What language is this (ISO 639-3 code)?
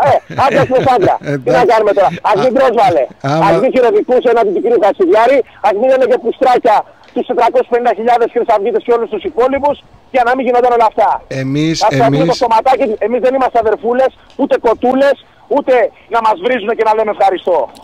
ell